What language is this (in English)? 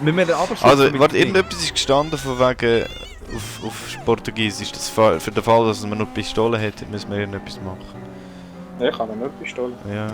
Swiss German